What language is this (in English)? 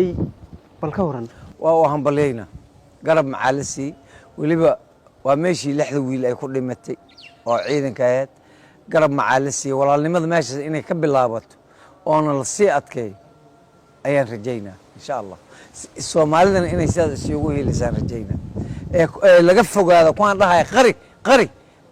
Somali